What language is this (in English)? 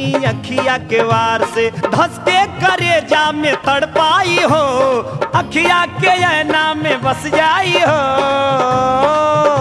Bhojpuri